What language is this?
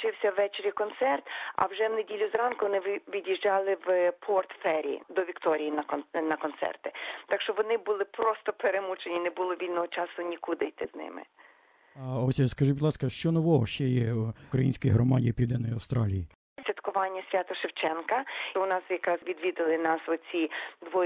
Ukrainian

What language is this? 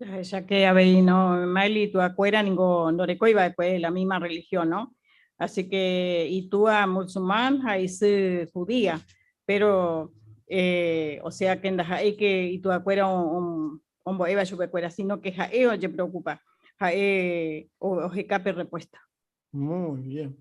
Guarani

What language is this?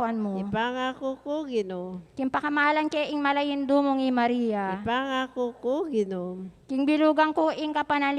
Pampanga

